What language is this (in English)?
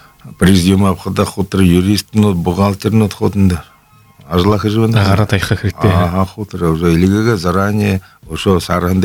Buriat